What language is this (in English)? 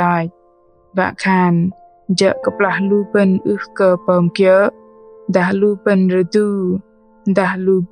Bahnar